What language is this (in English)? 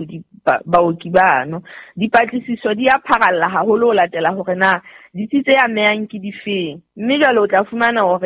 Southern Sotho